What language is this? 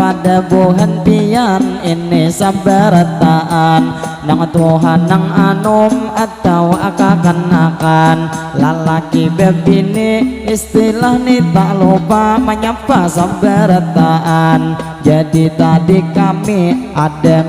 Banjar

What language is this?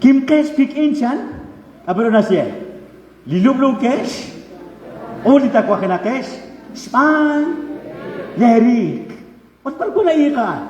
Kekchí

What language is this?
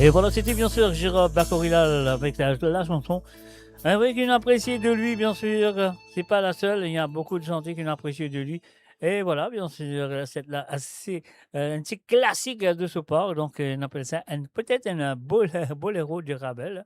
Morisyen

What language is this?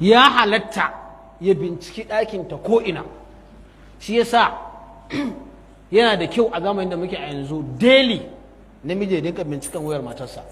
Hausa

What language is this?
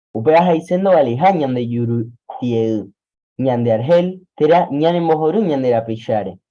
Guarani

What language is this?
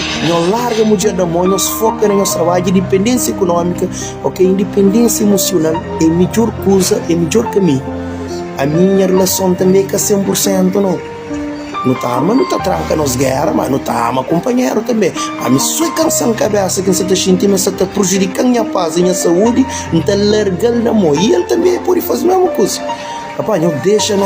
Kabuverdianu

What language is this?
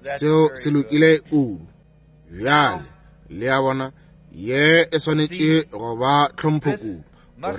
Northern Sotho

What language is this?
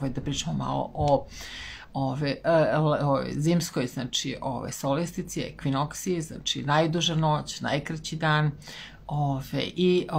Serbian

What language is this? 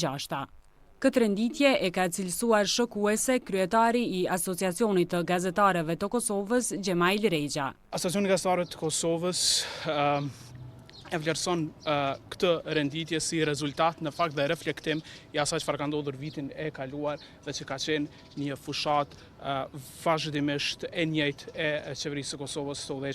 Albanian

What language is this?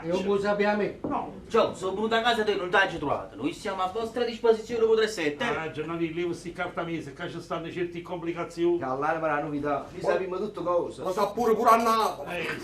Neapolitan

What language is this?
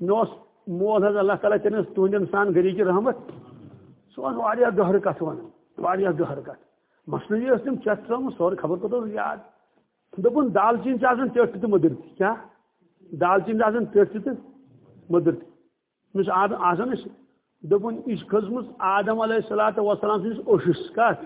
Kashmiri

